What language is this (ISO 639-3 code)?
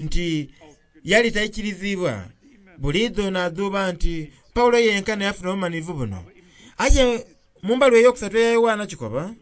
xog